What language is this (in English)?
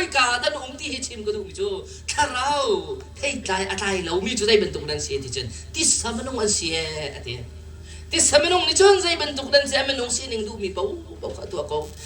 Hakha Chin